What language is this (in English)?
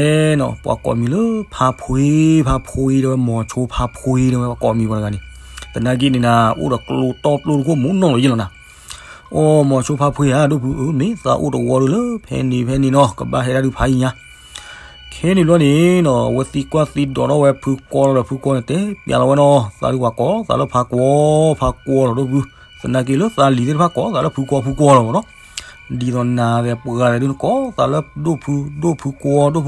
S'gaw Karen